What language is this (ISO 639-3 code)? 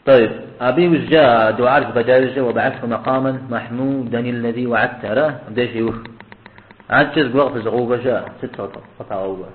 kbd